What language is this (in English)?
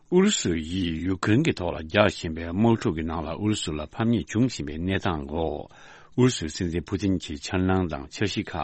Tibetan